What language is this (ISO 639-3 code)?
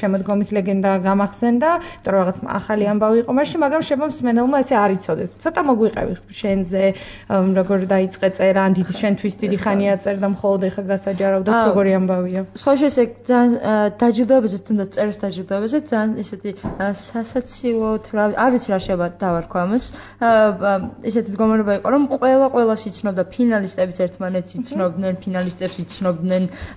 kat